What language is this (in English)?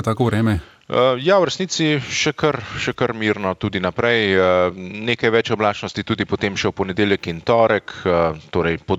Slovenian